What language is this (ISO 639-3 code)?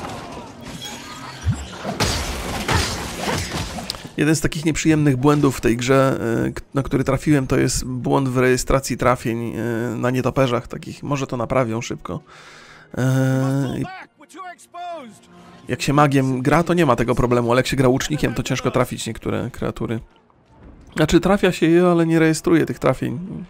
pol